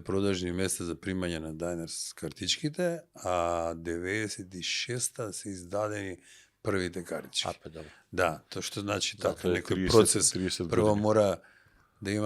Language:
Macedonian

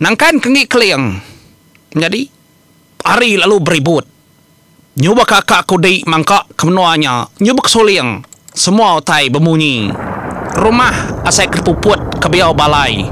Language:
Iban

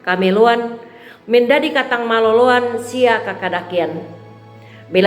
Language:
Toraja-Sa'dan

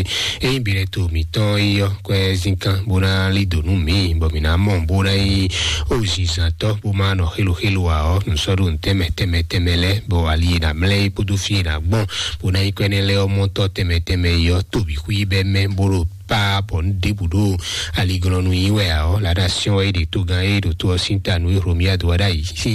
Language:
Fon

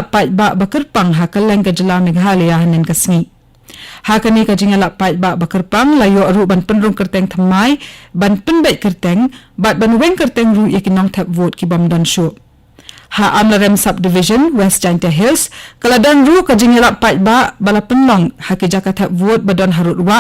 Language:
Khasi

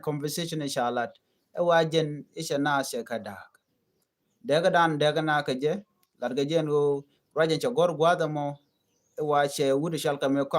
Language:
Nuer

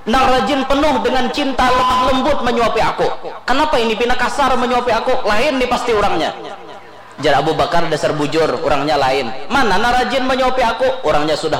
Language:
Banjar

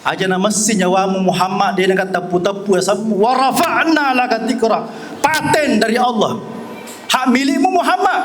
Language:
Buginese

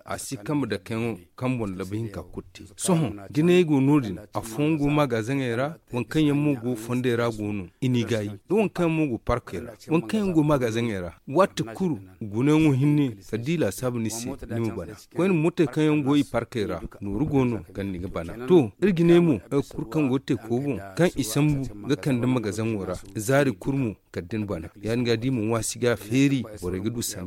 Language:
Zarma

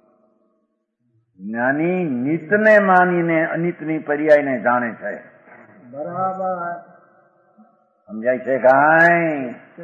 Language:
Gujarati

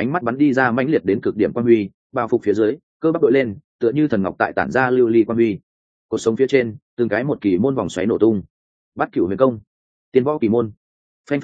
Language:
Vietnamese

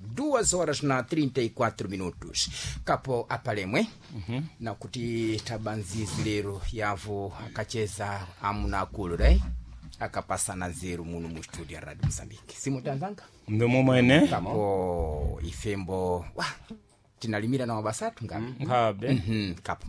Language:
Sena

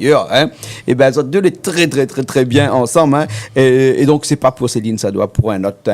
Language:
Réunion Creole French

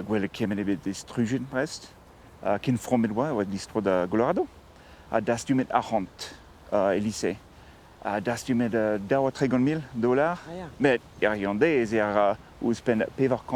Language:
Breton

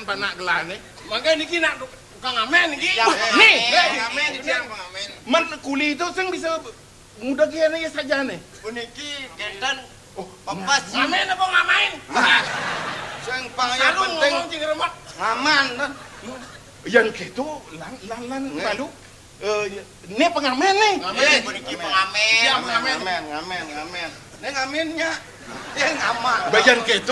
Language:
Balinese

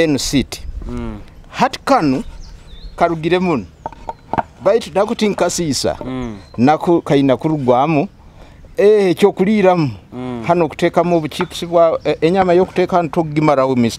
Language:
Nyoro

